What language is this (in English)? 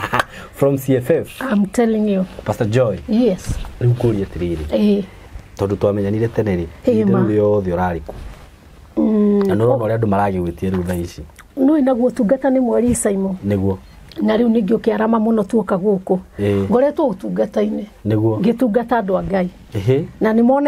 Kikuyu